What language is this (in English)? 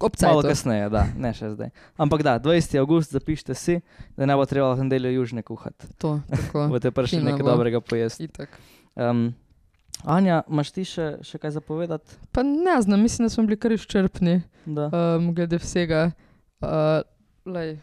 Slovenian